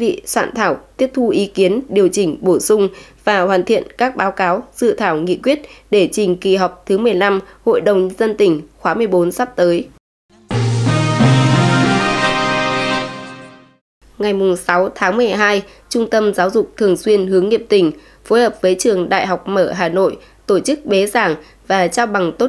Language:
Vietnamese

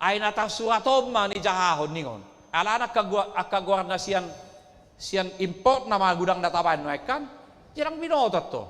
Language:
Batak Toba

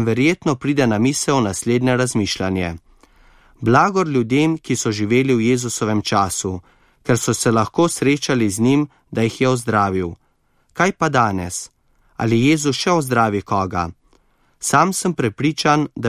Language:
Slovenian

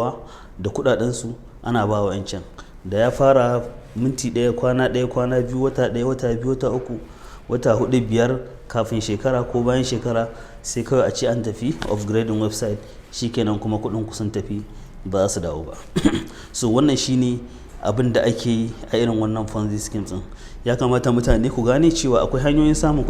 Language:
Hausa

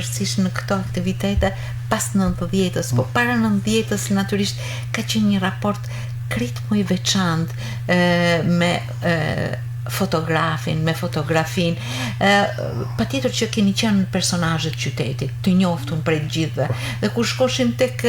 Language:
Albanian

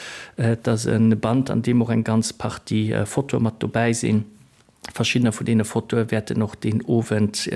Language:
Luxembourgish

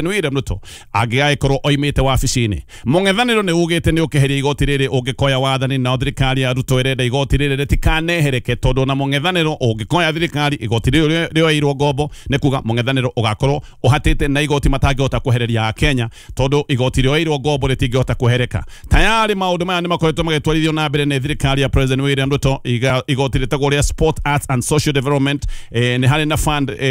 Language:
Kikuyu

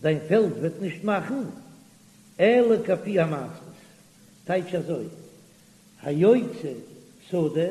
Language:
Yiddish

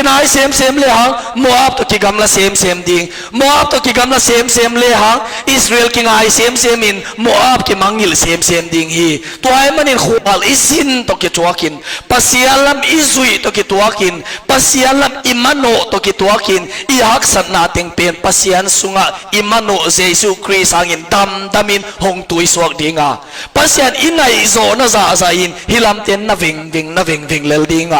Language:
Tedim Chin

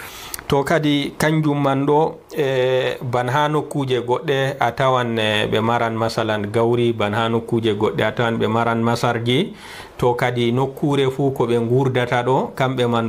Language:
Fula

